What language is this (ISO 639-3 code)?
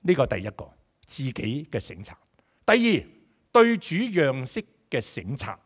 yue